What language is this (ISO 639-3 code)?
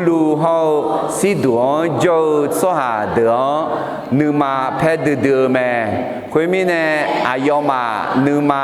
ahk